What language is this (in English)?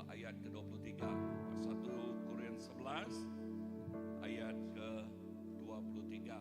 Iban